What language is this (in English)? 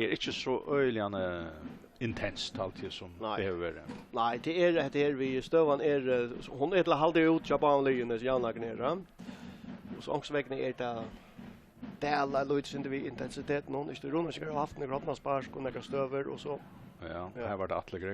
Faroese